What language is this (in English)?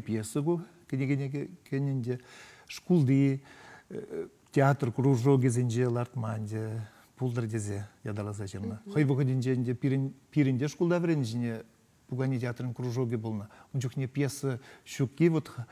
Chuvash